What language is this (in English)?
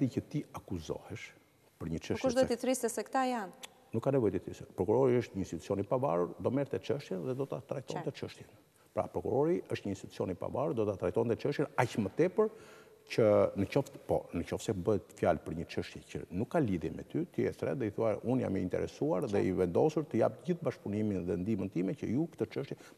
Albanian